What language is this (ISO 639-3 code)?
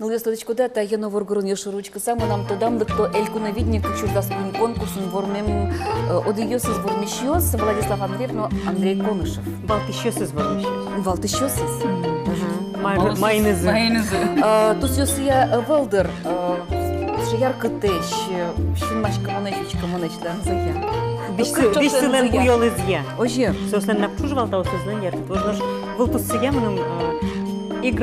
udm